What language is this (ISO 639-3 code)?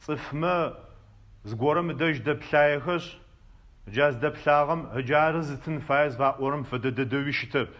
ady